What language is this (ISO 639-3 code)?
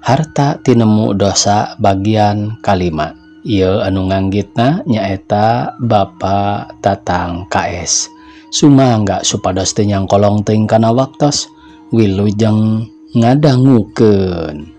sun